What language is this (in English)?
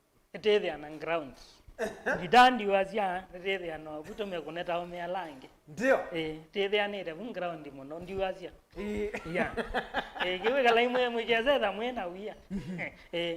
Kamba